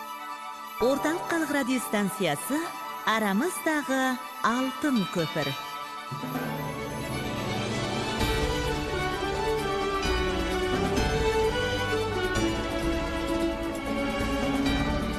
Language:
Kazakh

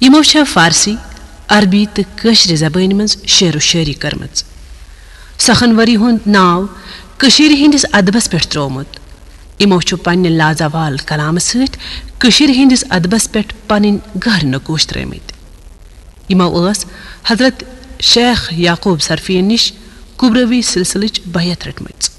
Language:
Kashmiri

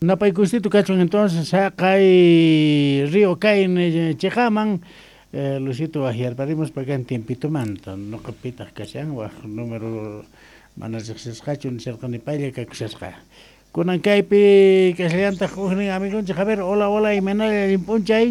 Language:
South Bolivian Quechua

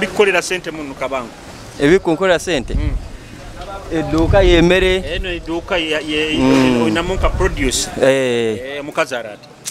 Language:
Nyoro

